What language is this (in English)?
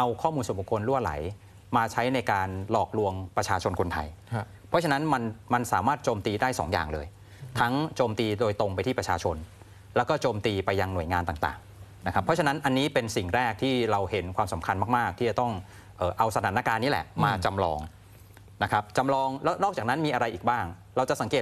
Thai